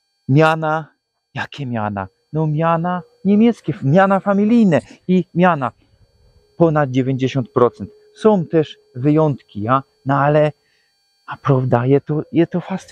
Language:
Silesian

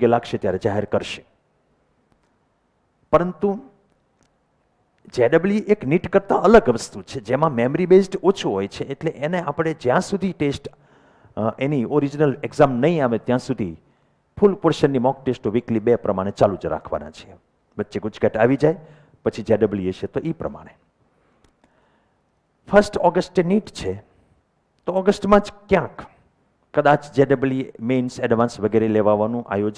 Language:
Gujarati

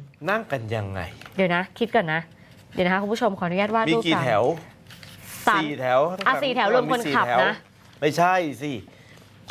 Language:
Thai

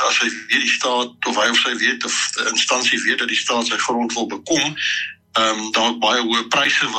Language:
Afrikaans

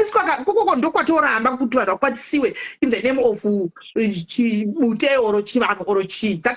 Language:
Shona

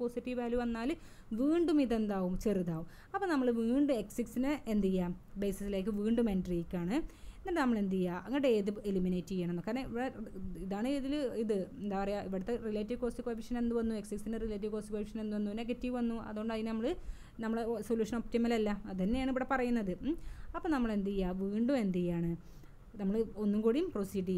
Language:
Malayalam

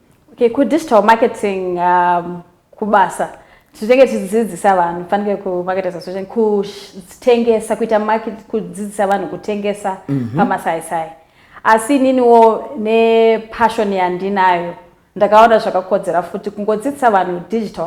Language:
Shona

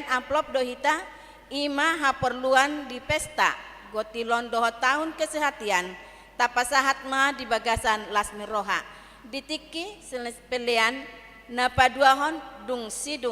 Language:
Batak Toba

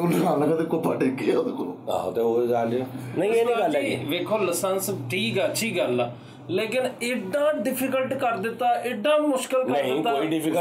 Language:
Punjabi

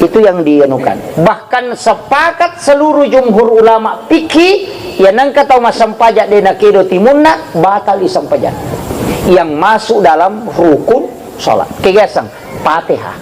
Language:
Buginese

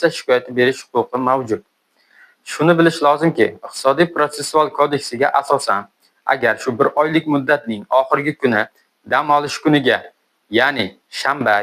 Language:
Uzbek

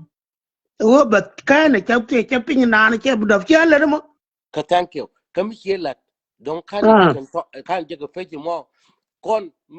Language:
Nuer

